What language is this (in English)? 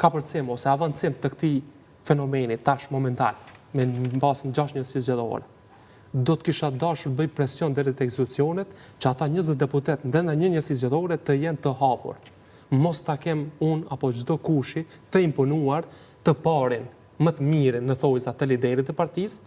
Albanian